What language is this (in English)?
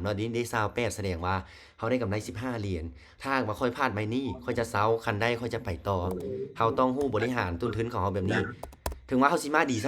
Lao